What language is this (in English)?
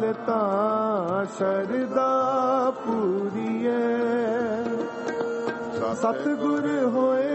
Punjabi